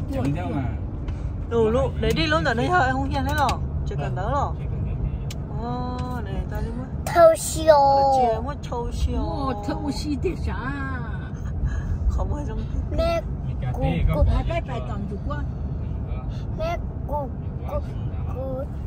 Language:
Vietnamese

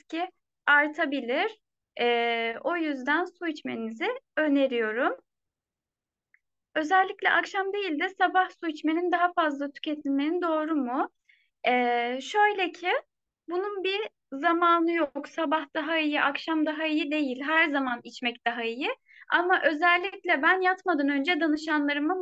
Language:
Turkish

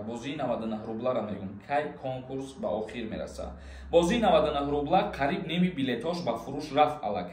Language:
Tajik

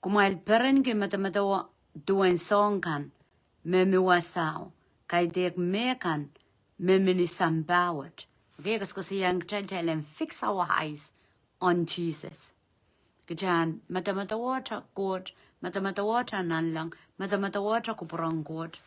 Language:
Pohnpeian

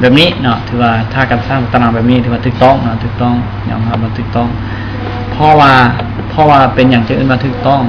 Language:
Lao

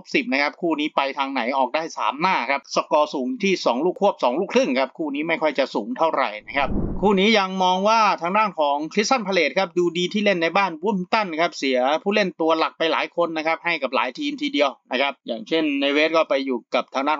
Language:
Thai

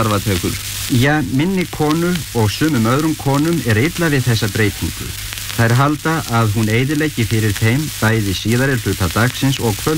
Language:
Icelandic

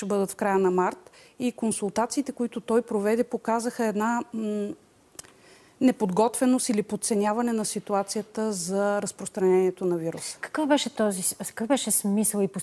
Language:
Bulgarian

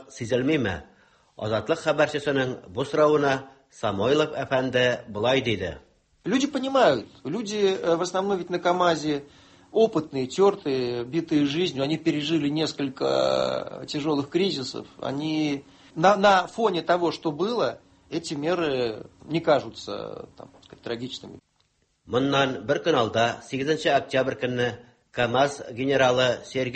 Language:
Tatar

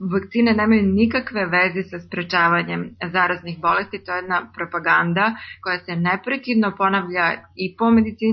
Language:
Serbian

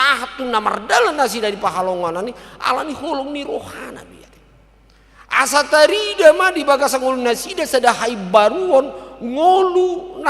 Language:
Batak Toba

